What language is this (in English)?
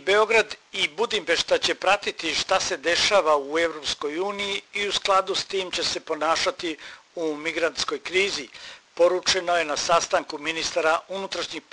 Serbian